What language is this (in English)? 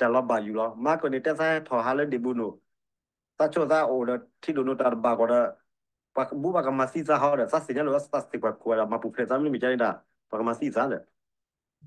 S'gaw Karen